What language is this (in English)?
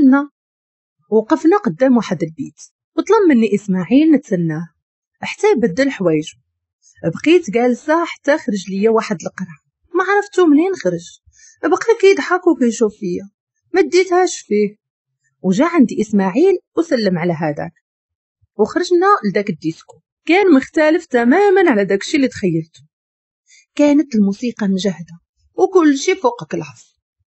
Moroccan Arabic